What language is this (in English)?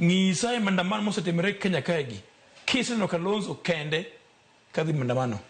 Luo (Kenya and Tanzania)